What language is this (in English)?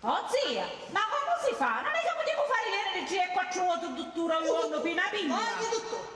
Sicilian